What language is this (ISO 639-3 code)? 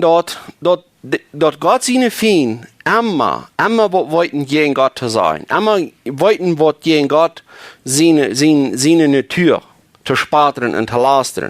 pdt